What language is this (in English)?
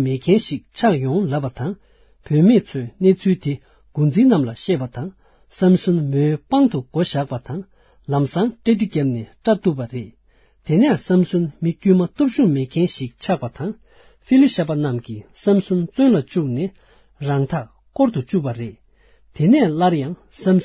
Tibetan